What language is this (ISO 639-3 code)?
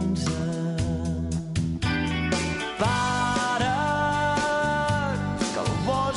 cat